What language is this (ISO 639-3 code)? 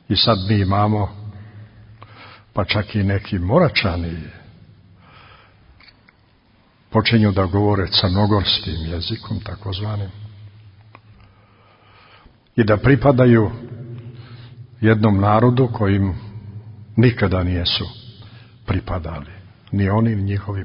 srp